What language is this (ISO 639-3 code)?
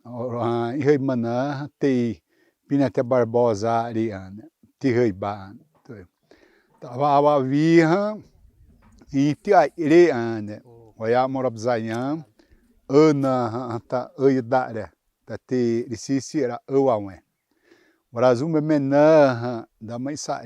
xav